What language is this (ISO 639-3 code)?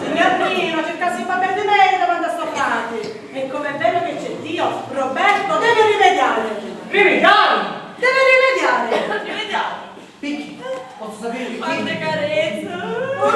scn